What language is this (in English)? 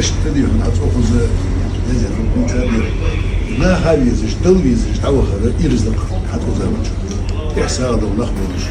Chechen